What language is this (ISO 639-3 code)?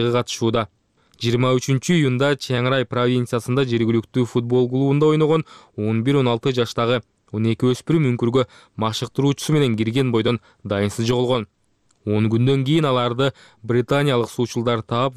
kir